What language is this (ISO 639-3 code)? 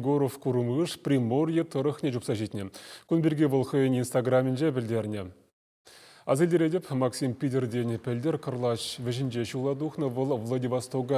chv